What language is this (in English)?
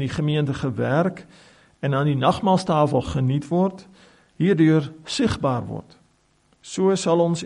Afrikaans